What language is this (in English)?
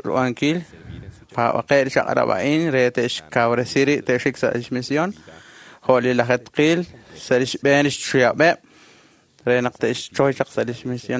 Kekchí